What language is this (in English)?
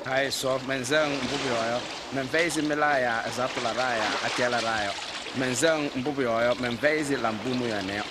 Kabiyè